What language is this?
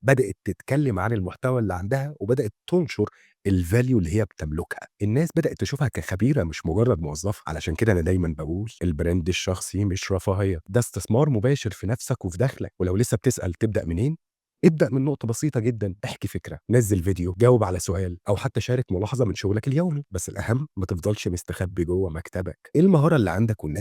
Egyptian Arabic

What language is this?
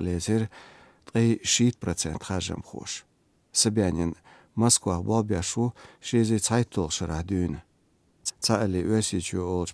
Chechen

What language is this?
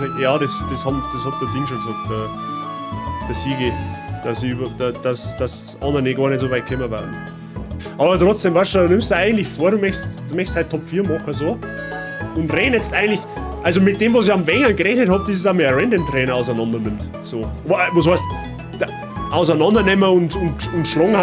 Bavarian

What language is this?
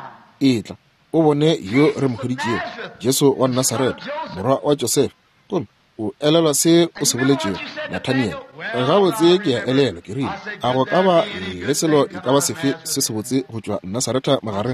Northern Sotho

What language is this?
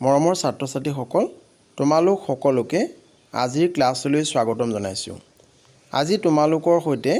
Assamese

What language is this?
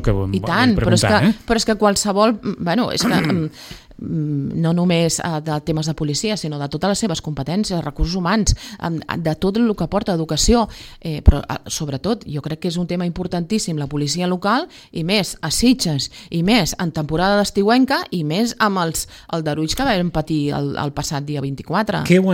Catalan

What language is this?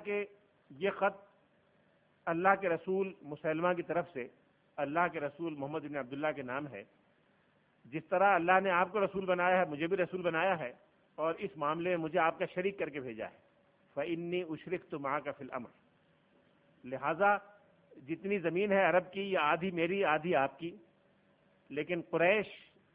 Urdu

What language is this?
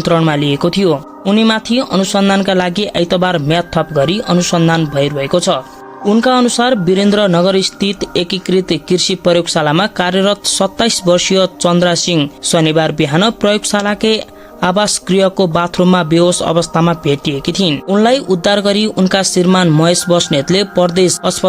Nepali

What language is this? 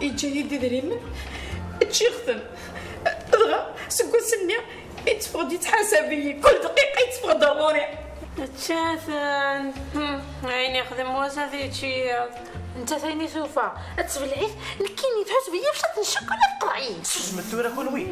Kabyle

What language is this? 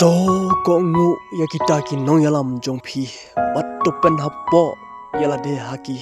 Khasi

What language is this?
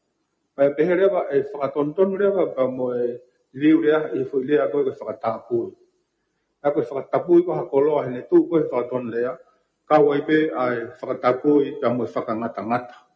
Tongan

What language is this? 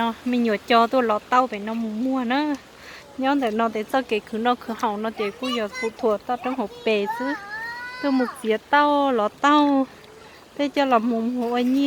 Hmong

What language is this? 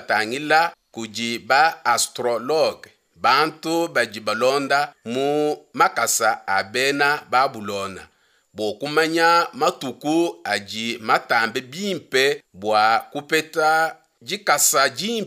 Luba-Lulua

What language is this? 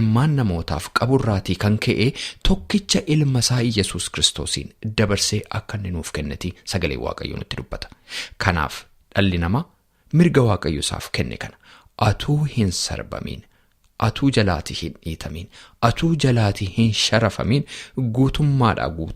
Oromo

